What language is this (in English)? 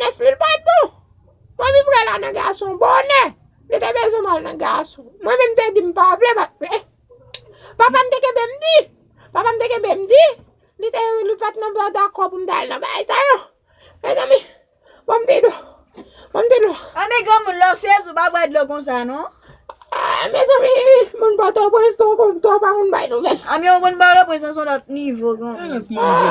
Haitian Creole